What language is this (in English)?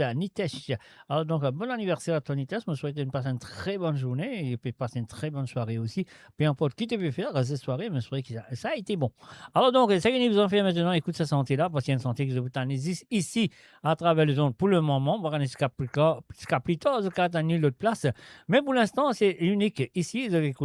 Morisyen